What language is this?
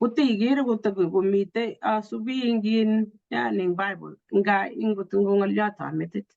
Kalenjin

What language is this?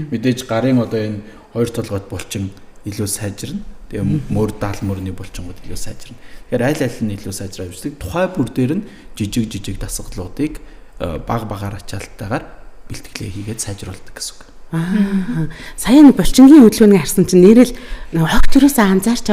Mongolian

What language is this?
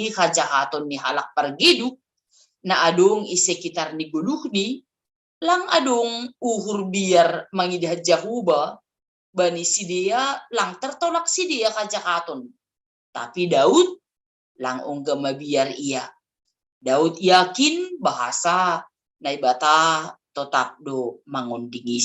Batak Simalungun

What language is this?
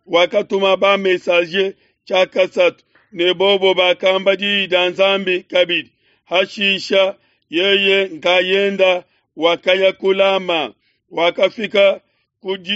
Luba-Lulua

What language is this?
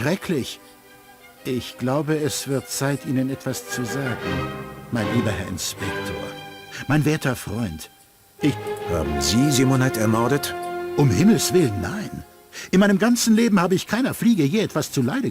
Bavarian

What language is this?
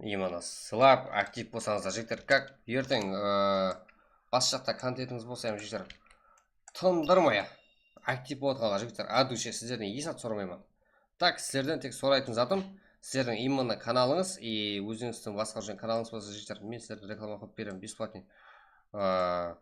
Kara-Kalpak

